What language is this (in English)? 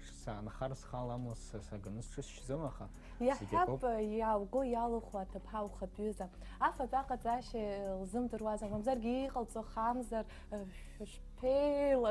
Abkhazian